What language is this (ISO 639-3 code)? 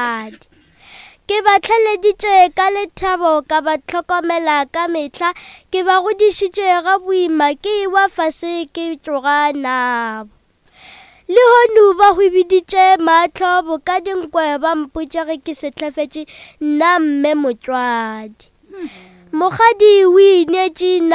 nso